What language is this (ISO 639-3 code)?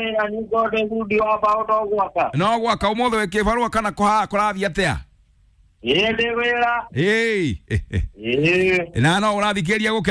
kik